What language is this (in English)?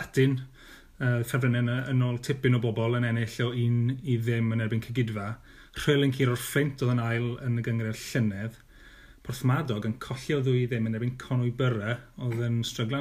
Welsh